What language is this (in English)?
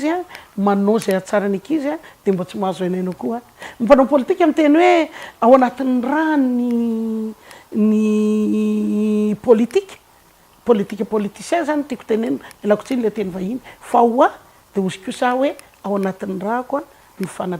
Malagasy